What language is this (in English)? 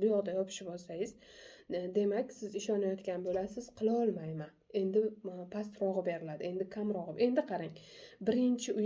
Uzbek